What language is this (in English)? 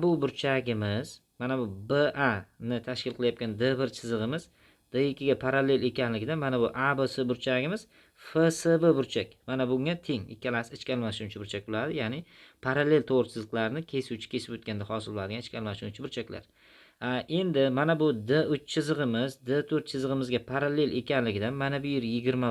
Uzbek